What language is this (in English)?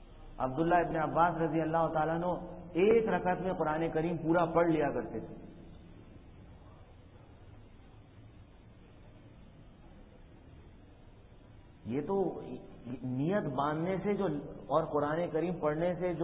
Urdu